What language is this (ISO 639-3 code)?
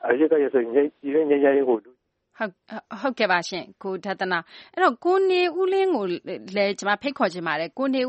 mya